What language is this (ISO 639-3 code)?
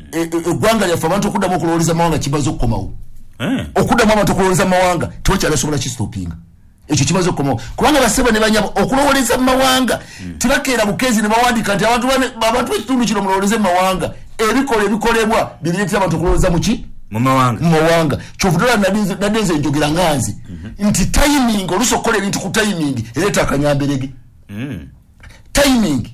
lug